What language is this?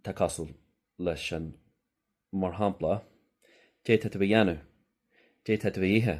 Irish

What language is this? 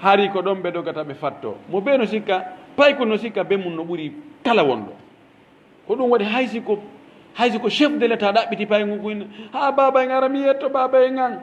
Pular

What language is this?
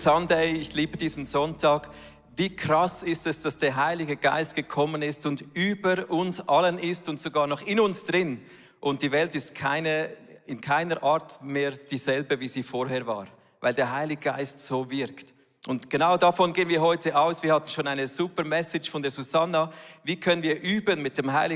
Swiss German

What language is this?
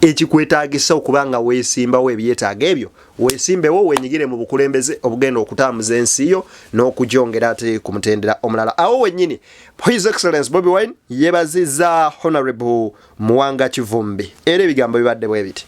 Ganda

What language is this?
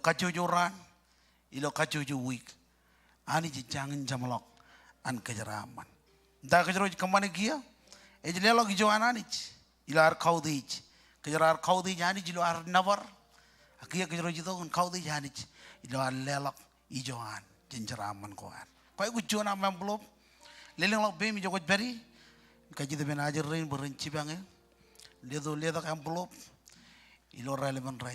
Marshallese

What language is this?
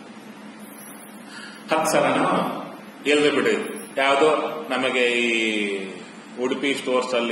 Kannada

